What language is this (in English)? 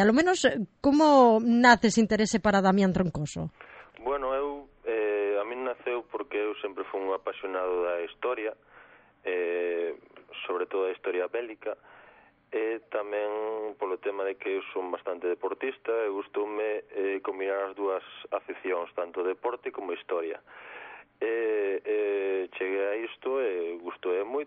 Galician